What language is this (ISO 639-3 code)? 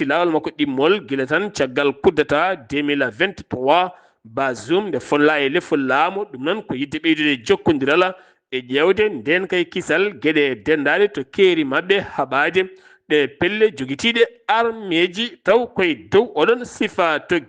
ful